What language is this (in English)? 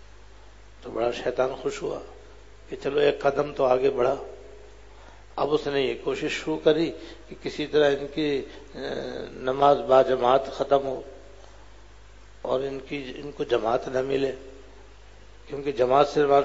Urdu